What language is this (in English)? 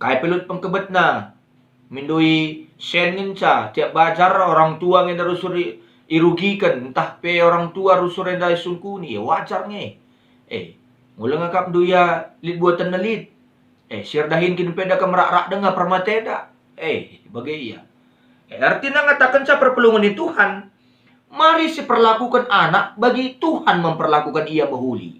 Batak Karo